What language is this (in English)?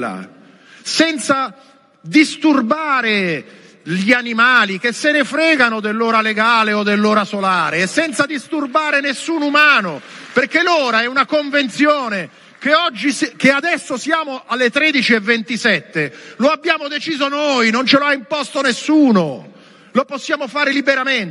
Italian